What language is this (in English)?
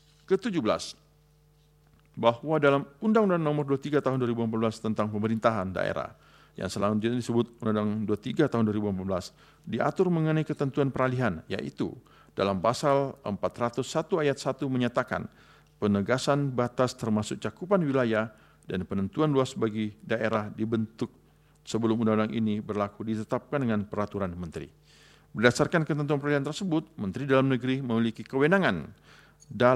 Indonesian